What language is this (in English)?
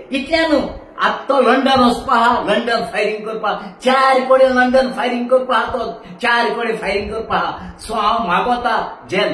Konkani